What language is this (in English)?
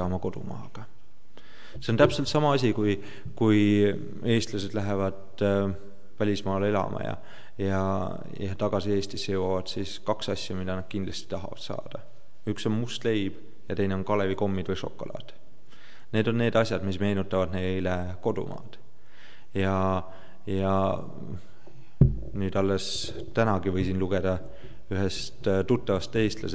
Estonian